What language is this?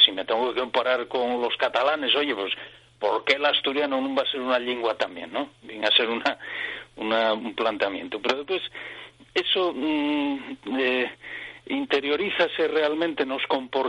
Asturian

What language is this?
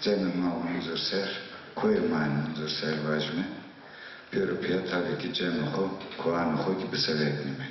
Zaza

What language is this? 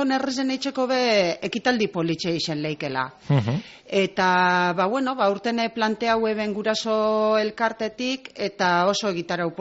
Basque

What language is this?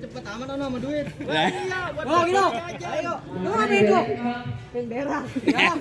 Betawi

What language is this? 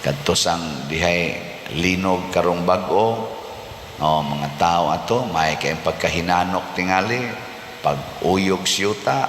Cebuano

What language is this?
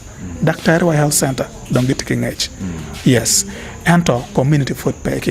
Acoli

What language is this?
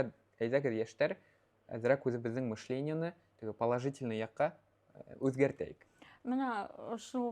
Bashkir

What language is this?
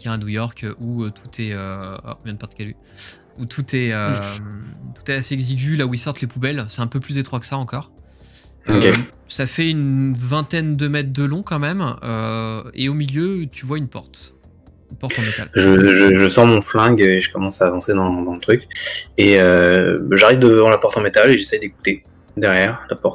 French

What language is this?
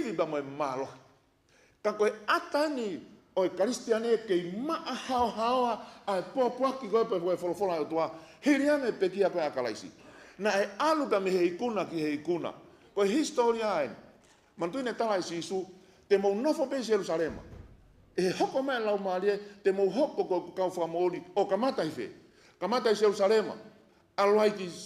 Tongan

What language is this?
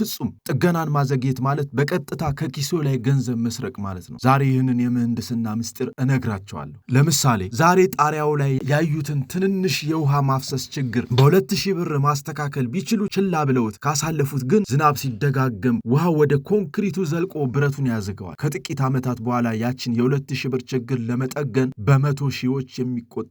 Amharic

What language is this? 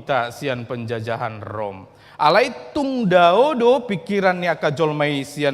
Batak Toba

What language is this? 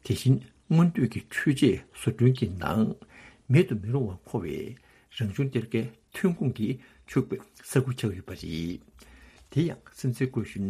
Tibetan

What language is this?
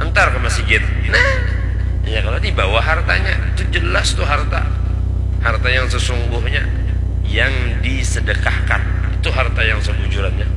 Banjar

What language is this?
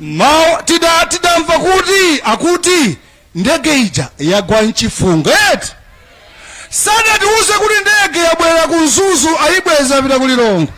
Nyanja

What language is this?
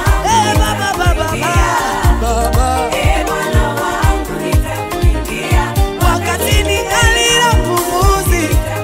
Swahili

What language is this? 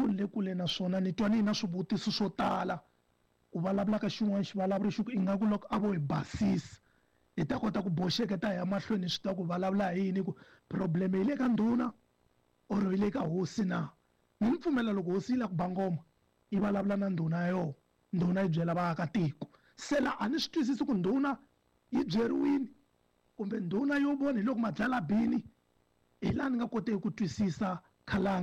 Tsonga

